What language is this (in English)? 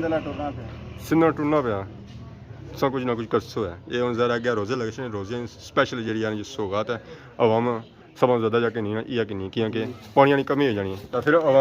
Pahari-Potwari